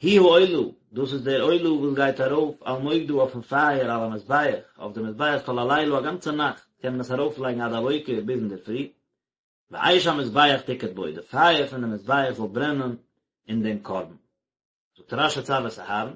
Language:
Yiddish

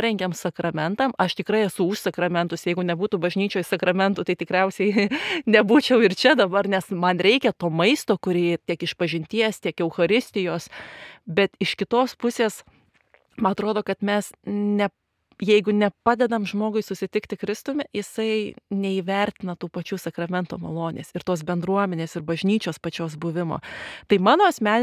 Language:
Lithuanian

